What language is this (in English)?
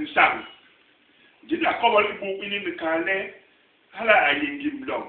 Basaa